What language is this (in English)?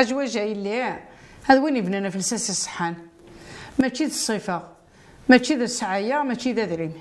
Kabyle